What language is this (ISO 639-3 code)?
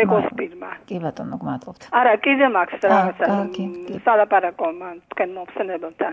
kat